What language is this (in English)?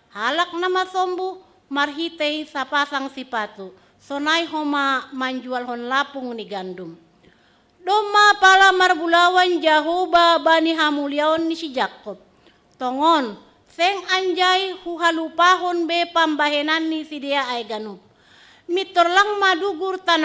Batak Simalungun